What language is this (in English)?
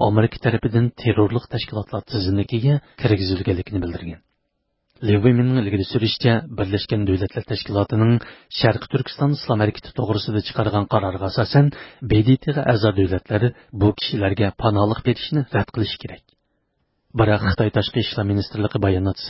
Uyghur